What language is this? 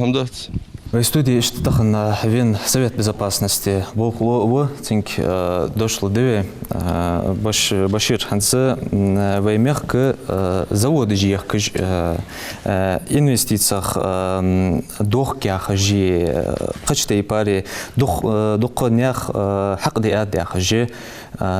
Ingush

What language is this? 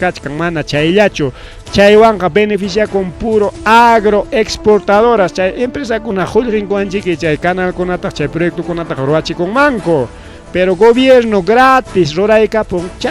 Ayacucho Quechua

